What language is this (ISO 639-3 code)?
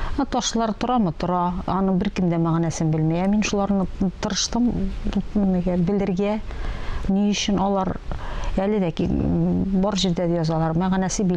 tat